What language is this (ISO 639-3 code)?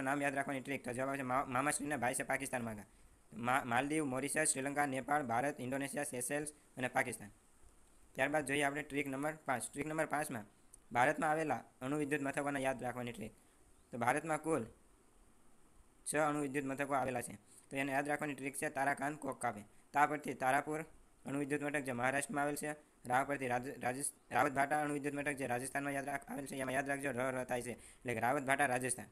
guj